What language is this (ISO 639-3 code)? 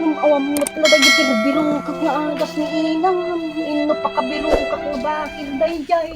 ilo